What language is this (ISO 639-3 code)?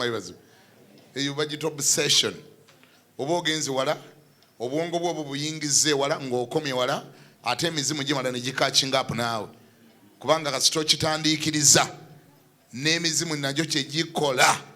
lug